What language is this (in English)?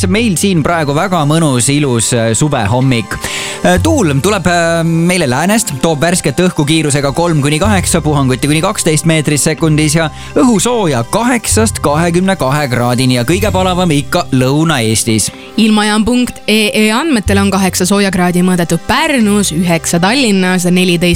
Estonian